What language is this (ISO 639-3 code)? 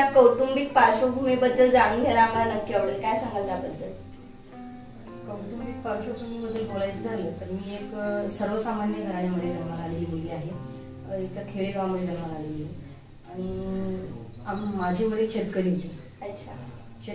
mar